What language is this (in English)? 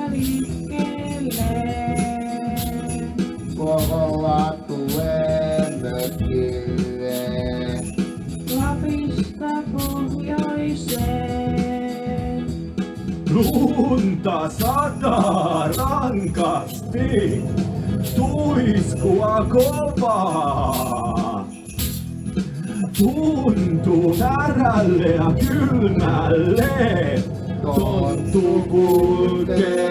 Finnish